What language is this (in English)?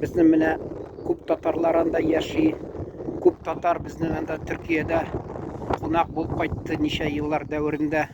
Tatar